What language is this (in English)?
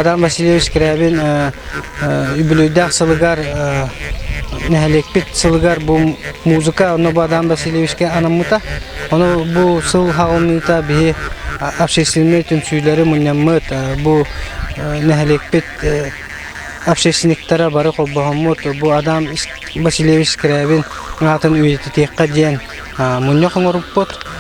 Yakut